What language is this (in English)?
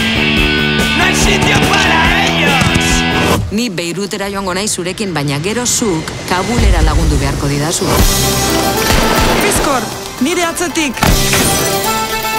Basque